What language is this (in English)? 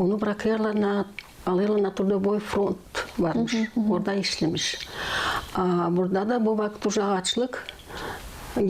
Gagauz